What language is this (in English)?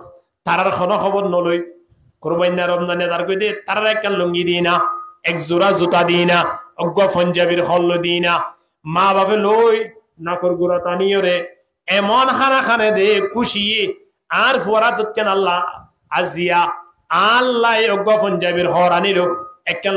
Rohingya